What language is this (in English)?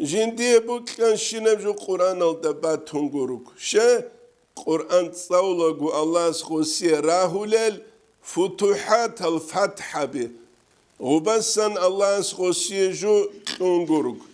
Avaric